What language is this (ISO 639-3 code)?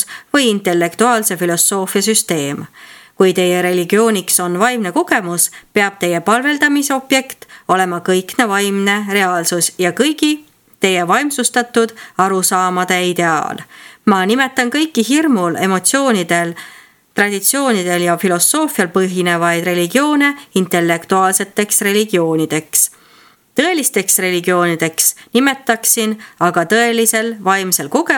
est